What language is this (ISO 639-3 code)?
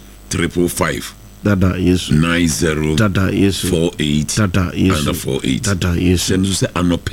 aka